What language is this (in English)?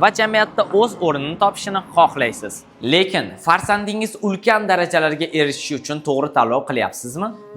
Uzbek